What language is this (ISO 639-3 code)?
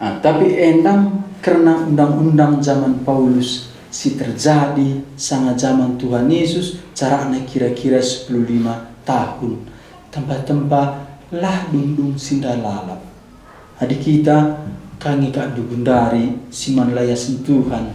btx